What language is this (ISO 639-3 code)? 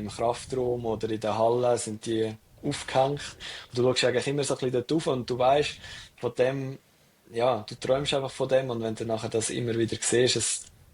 gsw